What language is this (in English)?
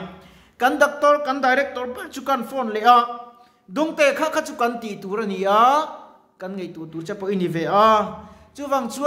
Mizo